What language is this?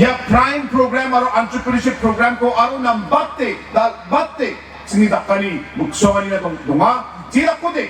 Garo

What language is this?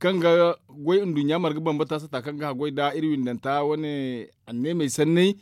Zarma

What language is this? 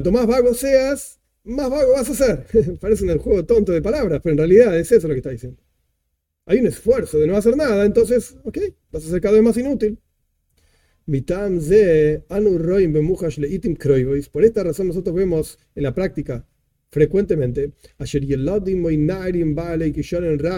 Spanish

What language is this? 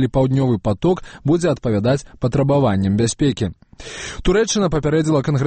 Belarusian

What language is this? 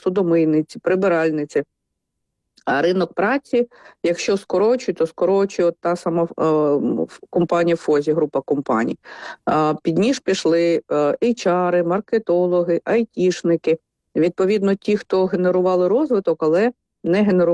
Ukrainian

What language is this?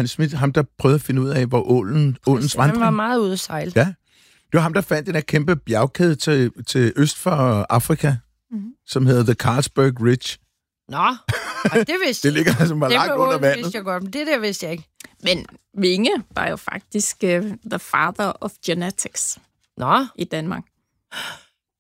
Danish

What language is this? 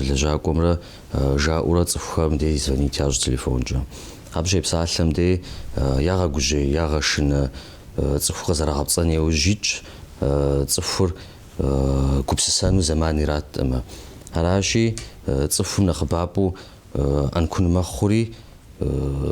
Kabardian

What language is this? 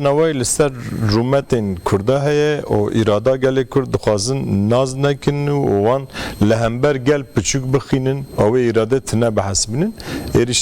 Kurdish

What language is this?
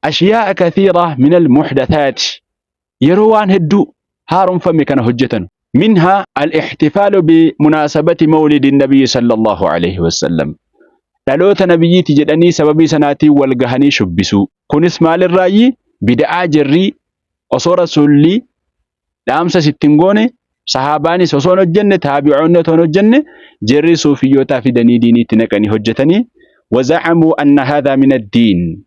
Oromo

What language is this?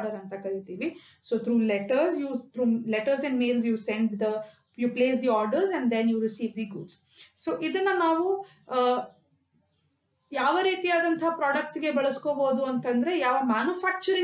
Kannada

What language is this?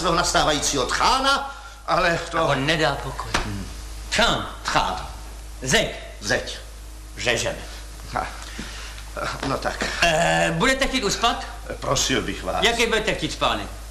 Czech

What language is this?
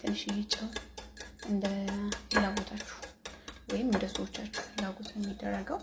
Amharic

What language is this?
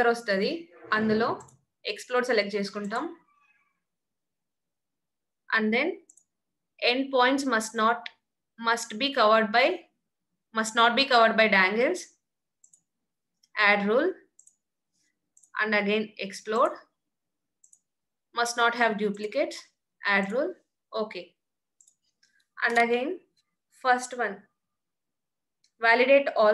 Telugu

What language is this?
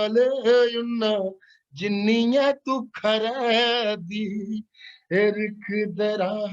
Dogri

